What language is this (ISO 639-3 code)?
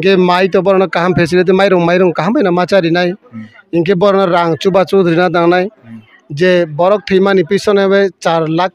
trp